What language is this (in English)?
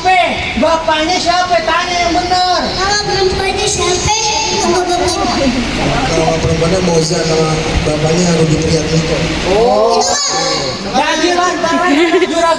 Betawi